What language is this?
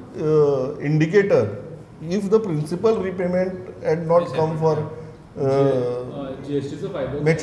Konkani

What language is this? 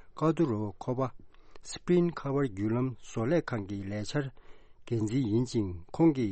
Tibetan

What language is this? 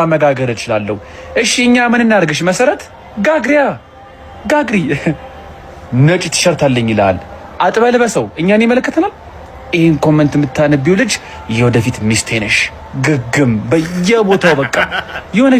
Amharic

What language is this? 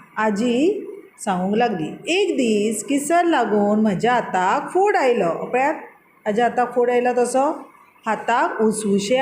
Konkani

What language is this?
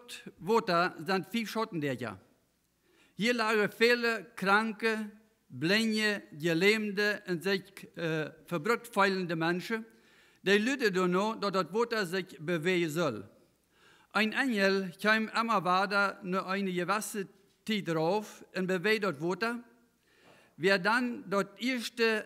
Plautdietsch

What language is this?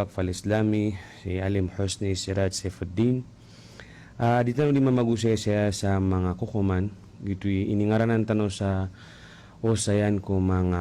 Maranao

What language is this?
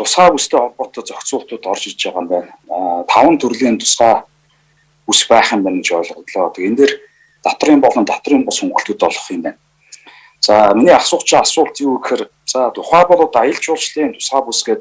Mongolian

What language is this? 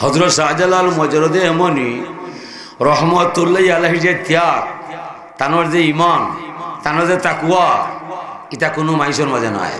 Sylheti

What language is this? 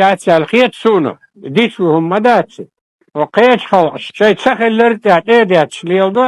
Chechen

